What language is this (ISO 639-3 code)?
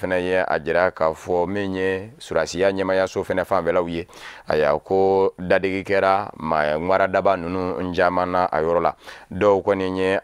bam